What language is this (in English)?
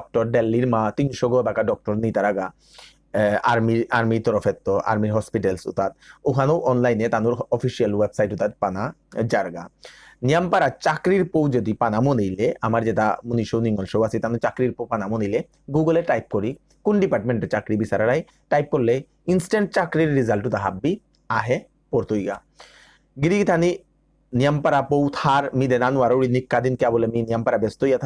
Bishnupriya